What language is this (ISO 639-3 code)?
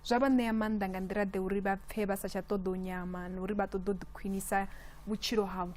ven